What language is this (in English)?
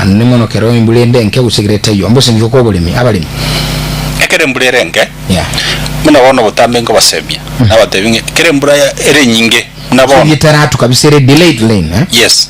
Gusii